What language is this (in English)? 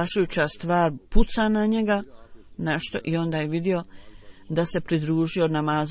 Bosnian